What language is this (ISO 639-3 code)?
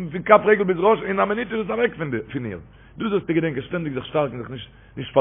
yid